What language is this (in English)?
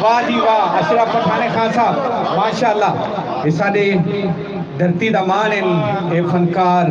Saraiki